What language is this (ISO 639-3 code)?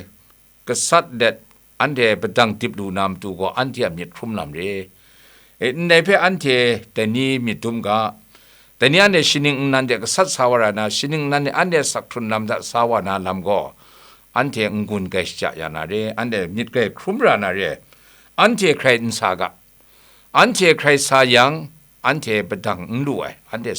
kac